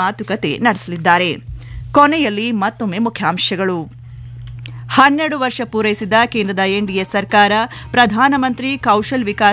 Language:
Kannada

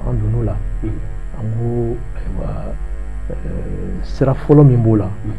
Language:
Bambara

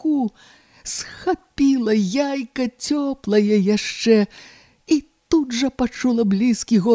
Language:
Belarusian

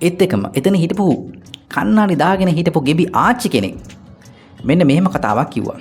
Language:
Sinhala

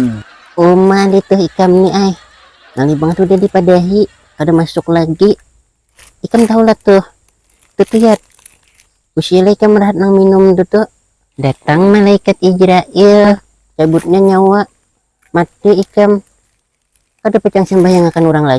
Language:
Banjar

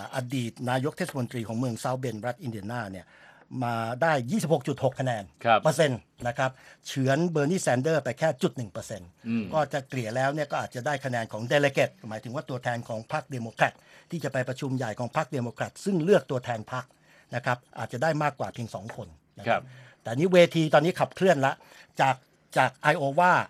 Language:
Thai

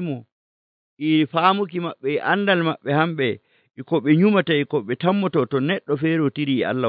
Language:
Nigerian Fulfulde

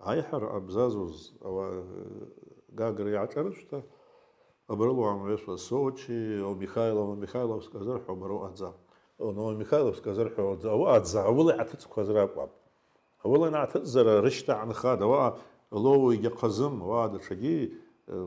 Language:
Abkhazian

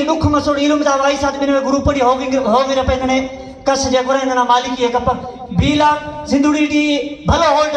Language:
Brahui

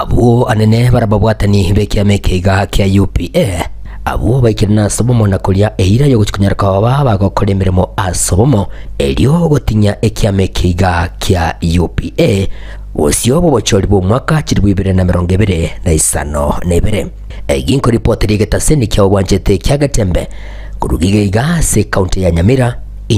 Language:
Gusii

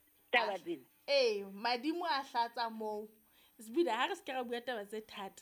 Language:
Southern Sotho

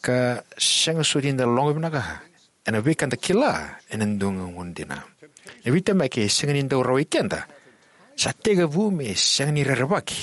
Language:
Fijian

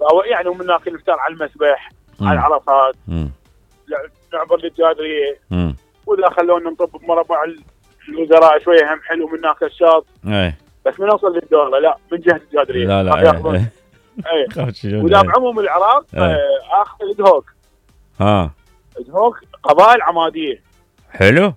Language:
Mesopotamian Arabic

